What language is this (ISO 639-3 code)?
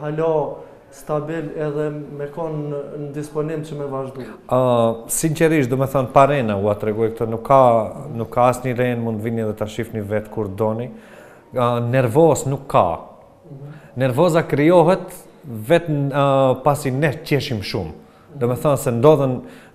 sqi